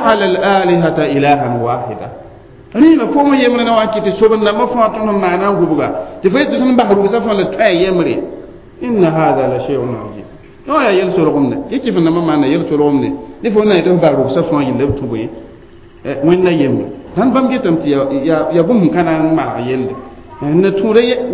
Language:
Mossi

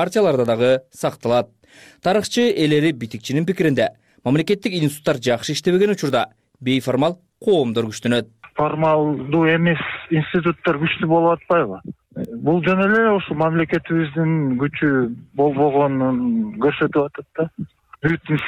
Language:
Kyrgyz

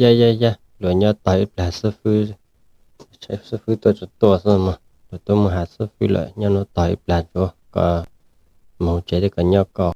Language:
Hmong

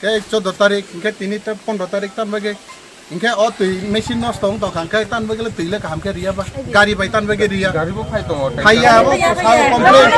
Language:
Riang (India)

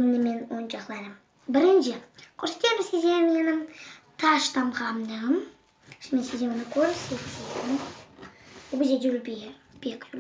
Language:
Crimean Tatar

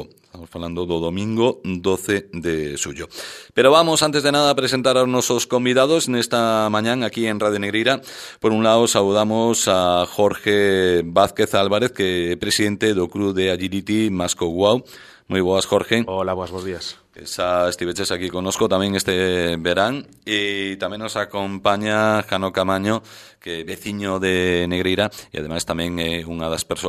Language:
Galician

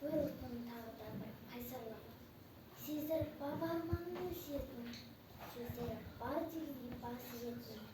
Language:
Kazakh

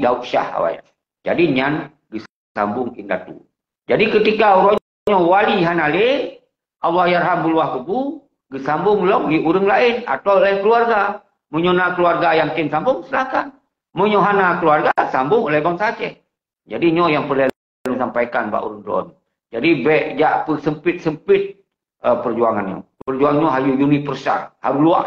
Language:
Achinese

